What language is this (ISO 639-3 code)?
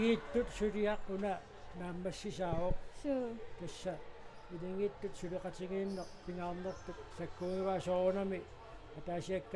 kal